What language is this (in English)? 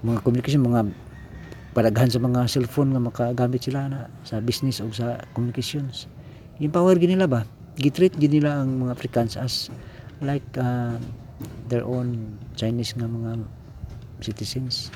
Cebuano